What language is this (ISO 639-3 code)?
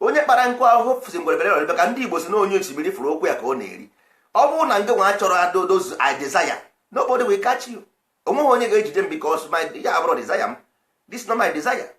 ibo